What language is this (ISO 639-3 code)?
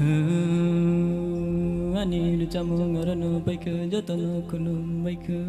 trp